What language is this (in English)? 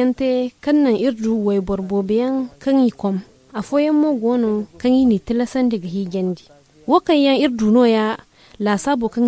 Zarma